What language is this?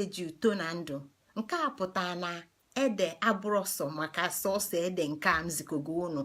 Igbo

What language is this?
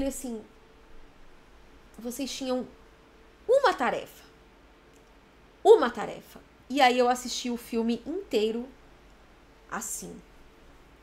Portuguese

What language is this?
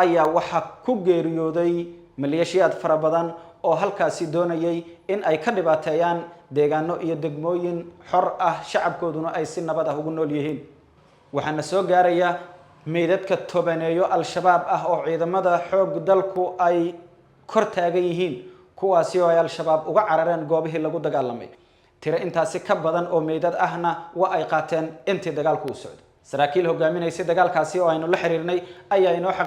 Somali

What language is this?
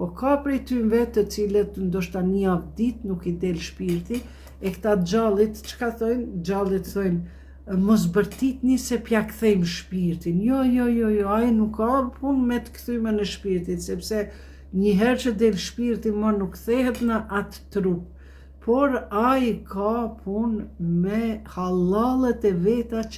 Albanian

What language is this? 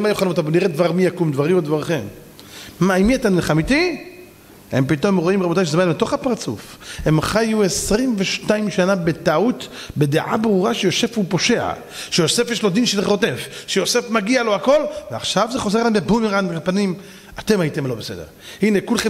Hebrew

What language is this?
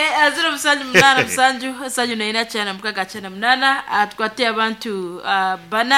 Nyankole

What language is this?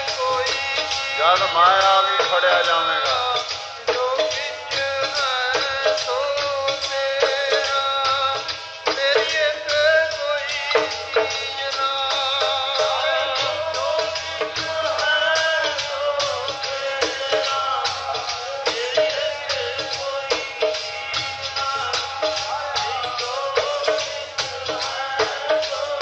Punjabi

